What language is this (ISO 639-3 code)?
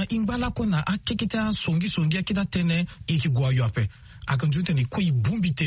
sag